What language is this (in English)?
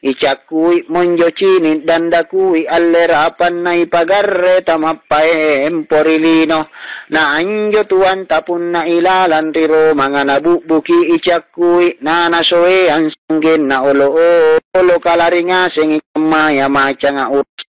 Makasar